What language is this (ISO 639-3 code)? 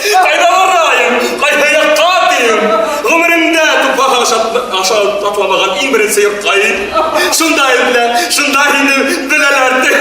bak